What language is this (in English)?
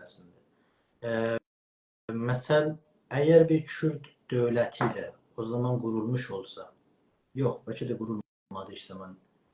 South Azerbaijani